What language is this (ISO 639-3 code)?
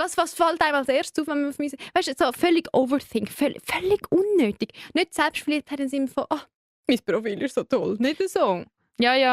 gsw